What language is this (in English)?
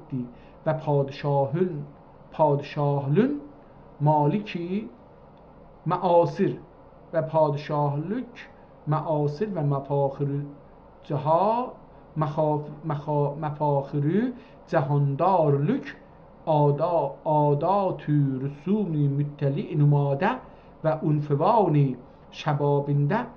South Azerbaijani